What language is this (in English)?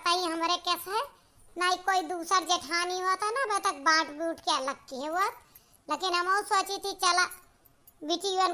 Awadhi